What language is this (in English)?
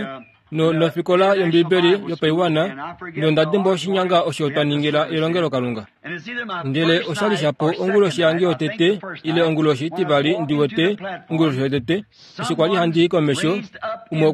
Kuanyama